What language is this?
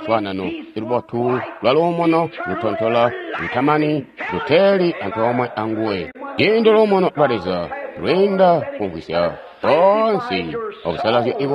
Tonga (Zambia)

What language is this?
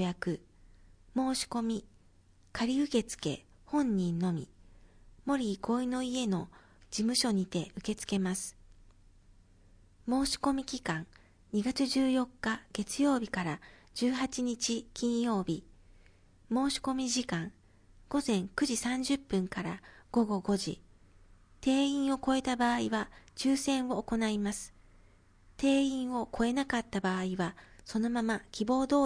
Japanese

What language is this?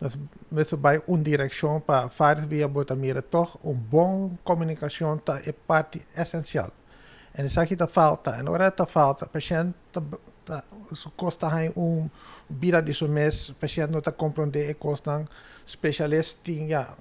Papiamento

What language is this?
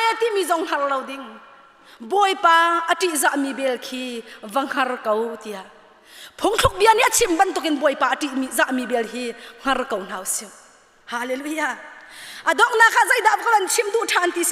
Hakha Chin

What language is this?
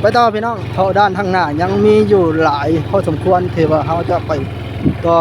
Northeastern Thai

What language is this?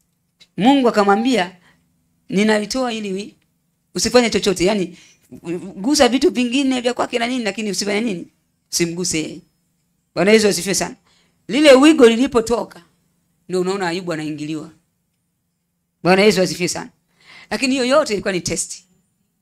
Swahili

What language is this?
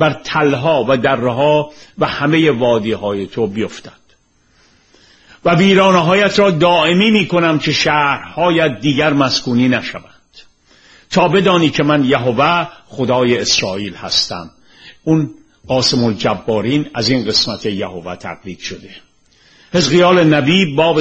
Persian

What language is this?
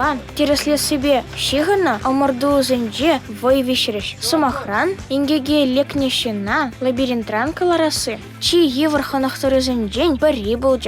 Chuvash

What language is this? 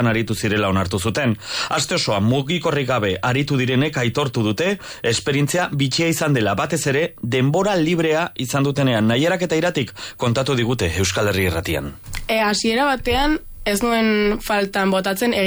Basque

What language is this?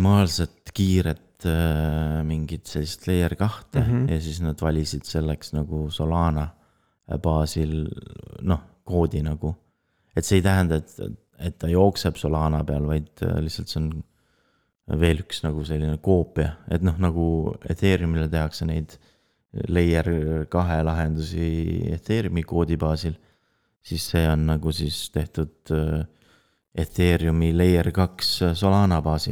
Estonian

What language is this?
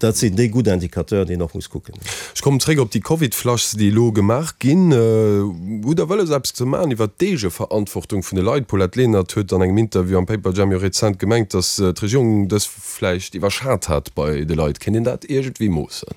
Luxembourgish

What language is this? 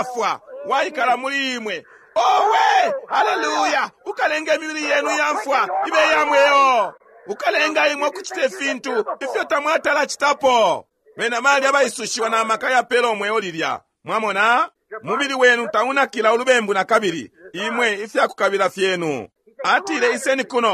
Bemba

